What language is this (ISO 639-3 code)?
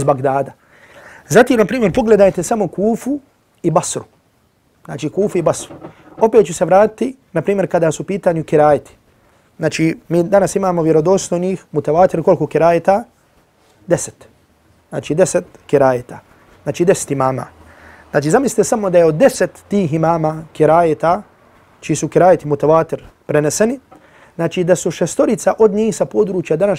bos